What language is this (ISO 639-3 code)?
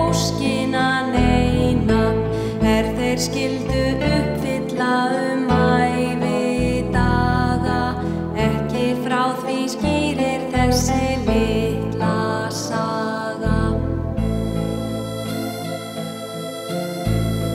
isl